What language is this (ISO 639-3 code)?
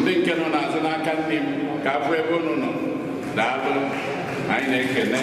ibo